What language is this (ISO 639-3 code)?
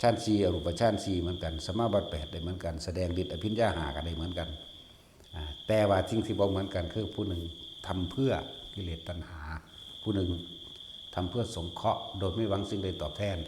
lao